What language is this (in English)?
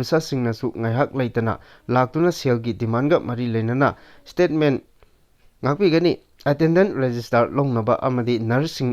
Manipuri